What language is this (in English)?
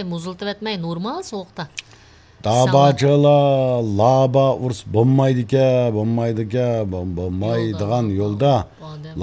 Uyghur